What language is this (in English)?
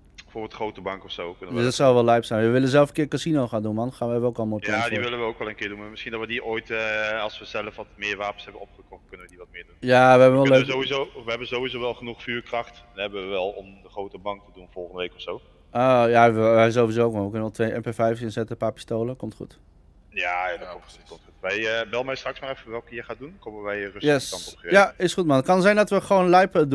Dutch